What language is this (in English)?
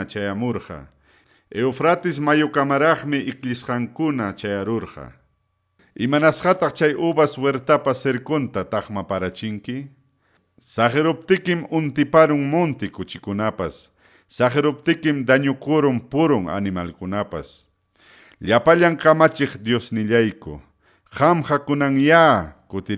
Ayacucho Quechua